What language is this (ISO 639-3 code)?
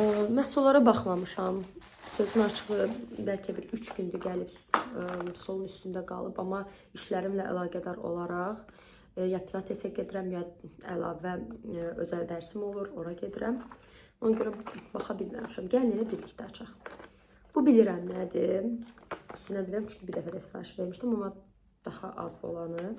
aze